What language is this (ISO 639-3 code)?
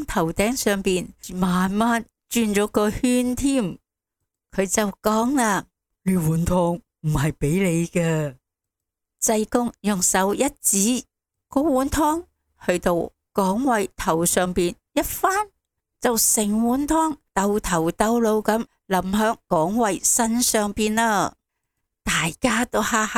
yue